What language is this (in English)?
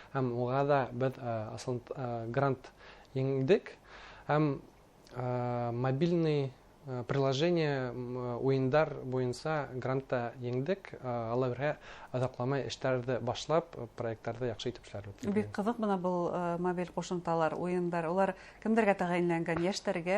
Bashkir